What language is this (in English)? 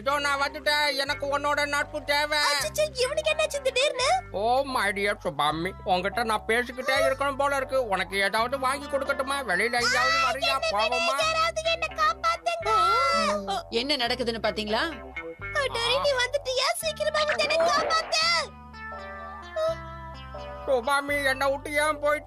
Tamil